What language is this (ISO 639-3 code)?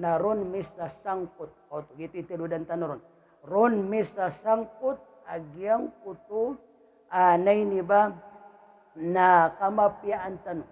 mrw